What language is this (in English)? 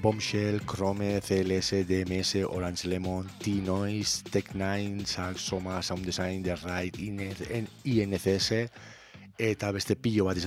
Basque